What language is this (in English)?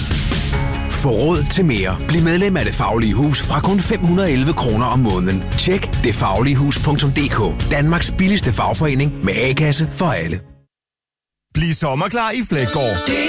Danish